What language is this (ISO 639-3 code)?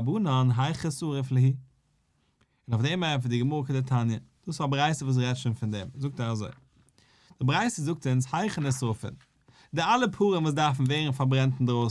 yid